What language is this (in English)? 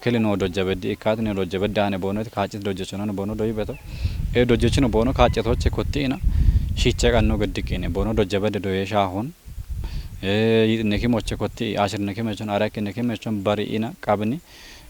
Kafa